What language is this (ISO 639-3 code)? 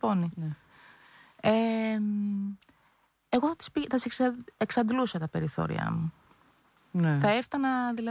ell